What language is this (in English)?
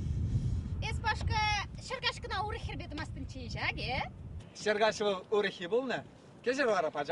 Chuvash